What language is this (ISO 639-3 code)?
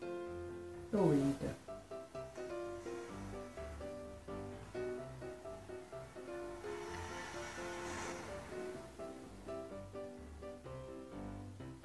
ces